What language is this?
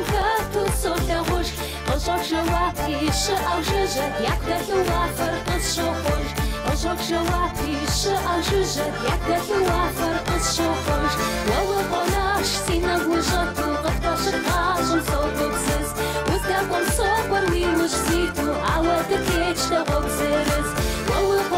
Kabardian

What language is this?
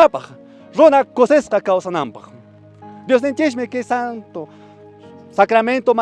Quechua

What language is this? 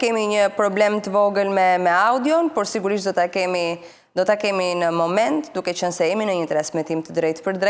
Albanian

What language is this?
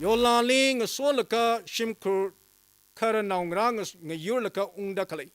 Tangkhul Naga (India)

